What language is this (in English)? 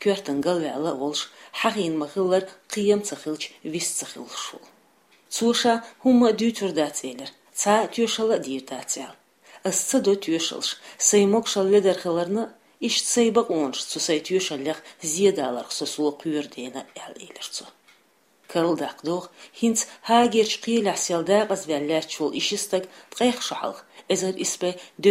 Chechen